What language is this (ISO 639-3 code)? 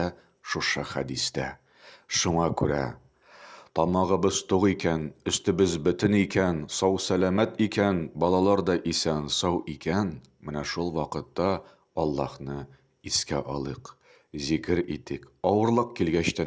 tat